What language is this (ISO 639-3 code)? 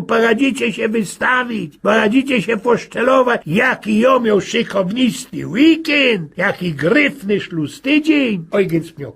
szl